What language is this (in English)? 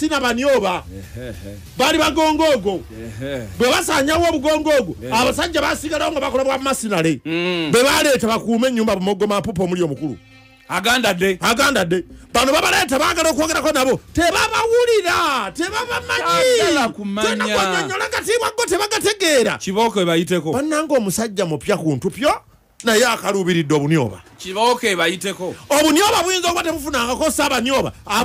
Ganda